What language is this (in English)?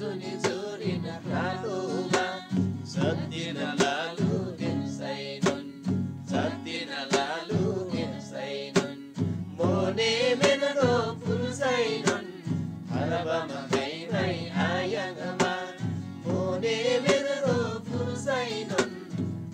Eastern Tamang